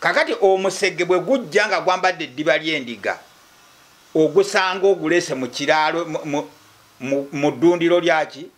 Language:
Ganda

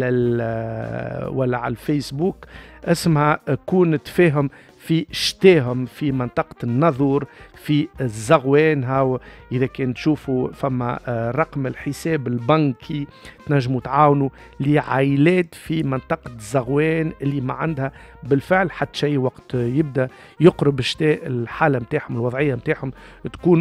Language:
Tunisian Arabic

